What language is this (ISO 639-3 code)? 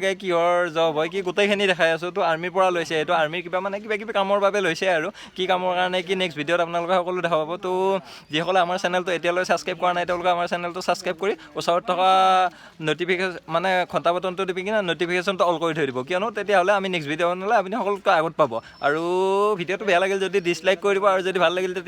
asm